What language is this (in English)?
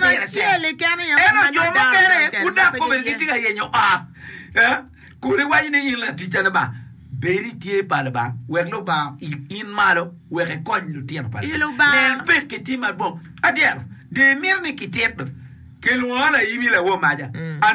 Acoli